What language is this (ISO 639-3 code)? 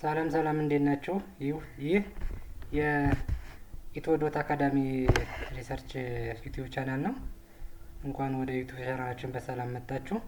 amh